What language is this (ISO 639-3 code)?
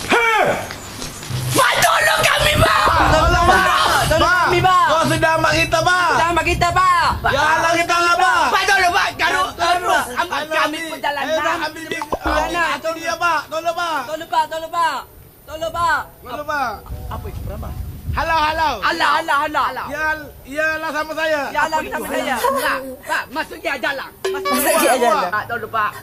msa